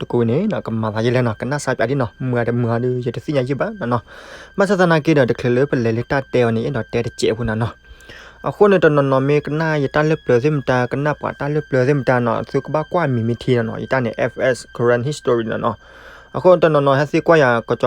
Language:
S'gaw Karen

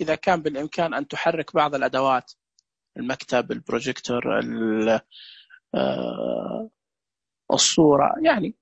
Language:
Najdi Arabic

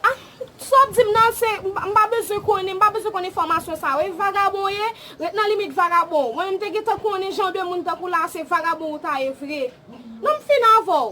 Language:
Haitian Creole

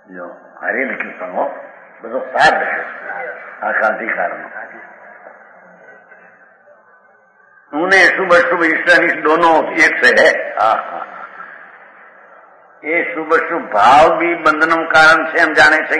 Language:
Gujarati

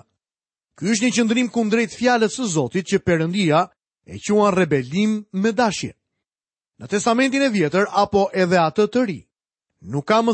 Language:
Albanian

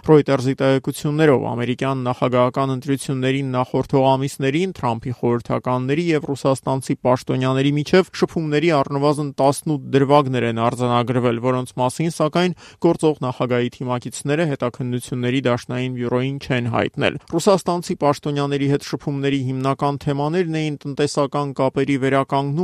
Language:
Armenian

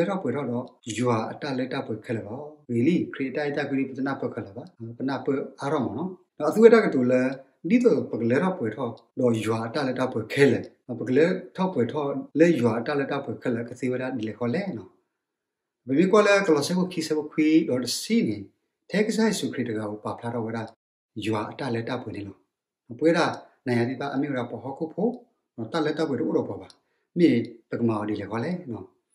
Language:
S'gaw Karen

